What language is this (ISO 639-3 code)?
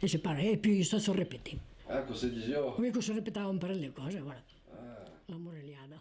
oci